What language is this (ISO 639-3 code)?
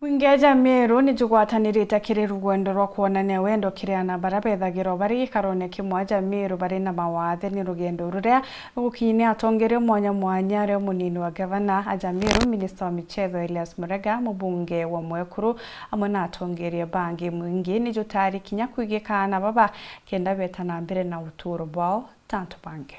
mer